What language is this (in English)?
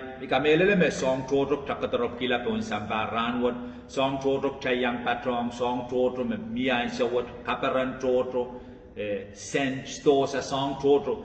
Pohnpeian